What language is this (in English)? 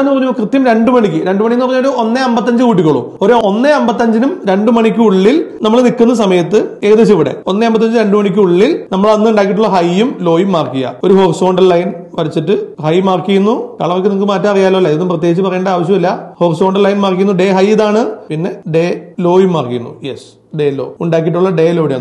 Malayalam